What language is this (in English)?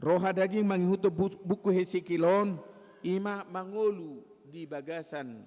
Batak Toba